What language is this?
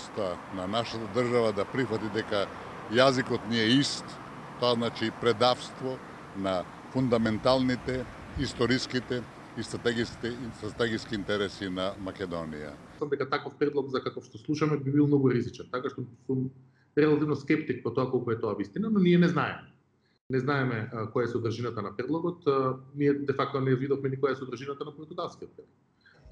Macedonian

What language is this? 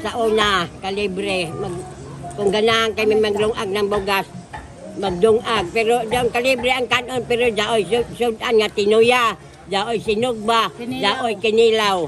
Cebuano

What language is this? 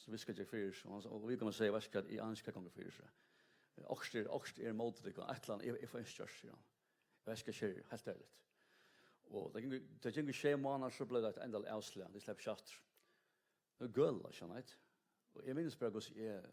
Faroese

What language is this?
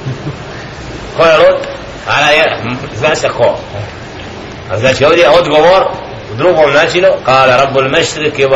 Bosnian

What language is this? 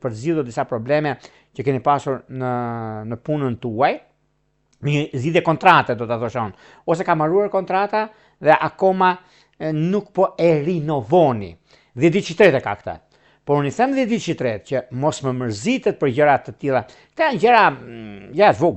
Albanian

